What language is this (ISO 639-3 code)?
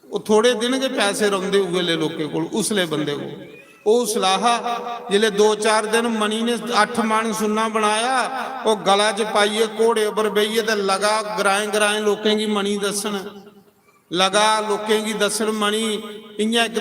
doi